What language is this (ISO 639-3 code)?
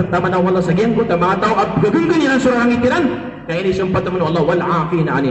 mrw